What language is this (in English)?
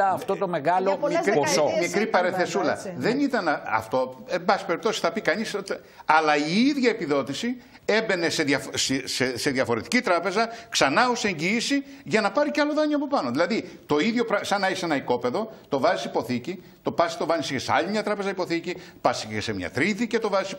Greek